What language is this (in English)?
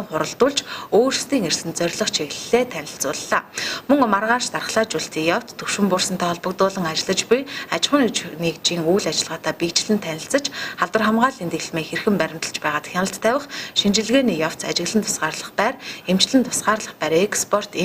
Mongolian